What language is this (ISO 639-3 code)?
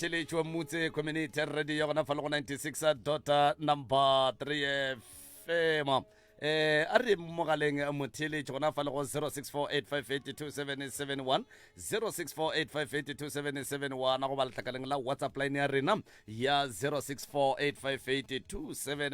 nso